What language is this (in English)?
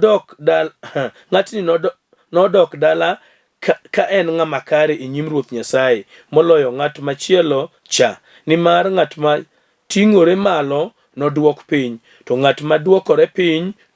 Luo (Kenya and Tanzania)